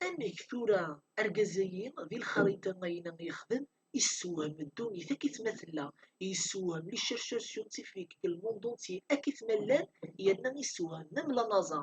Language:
Kabyle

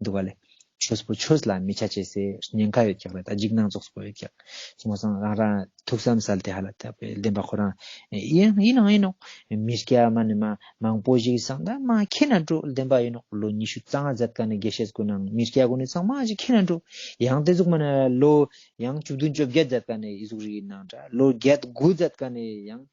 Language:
Ladakhi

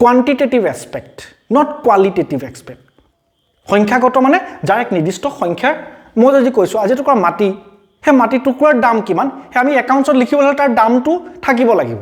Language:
Assamese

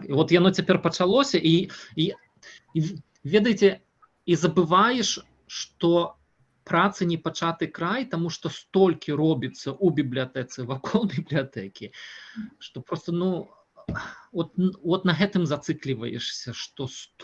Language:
Belarusian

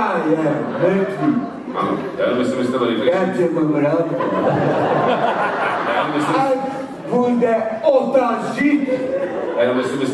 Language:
Czech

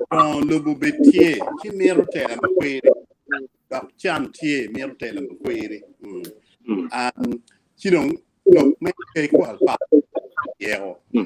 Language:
Acoli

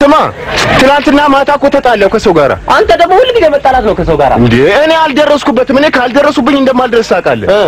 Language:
Amharic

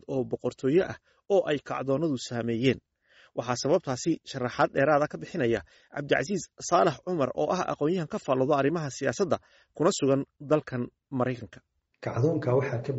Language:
Somali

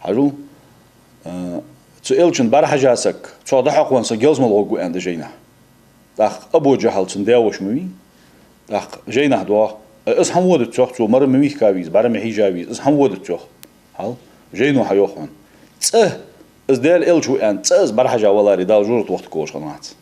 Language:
Ingush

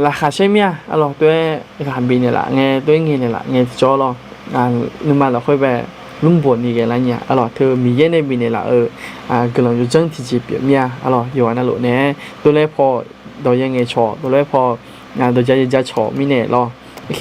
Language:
Akha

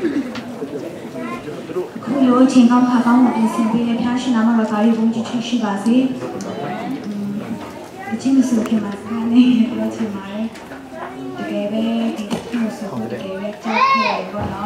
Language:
Burmese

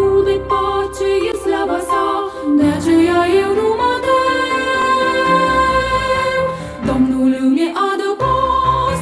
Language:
Romanian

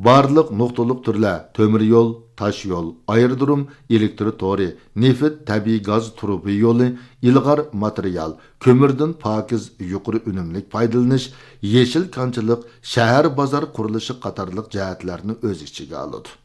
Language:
Uyghur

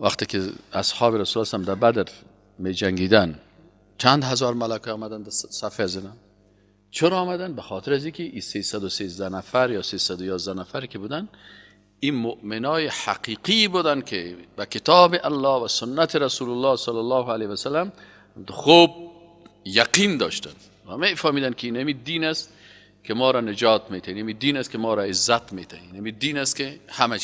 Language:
Persian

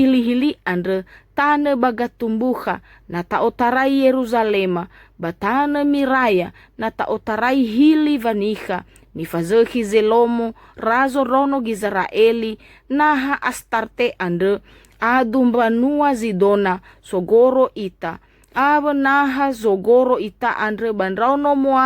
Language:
Nias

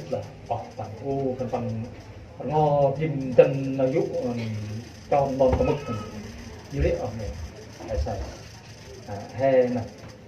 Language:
Central Mnong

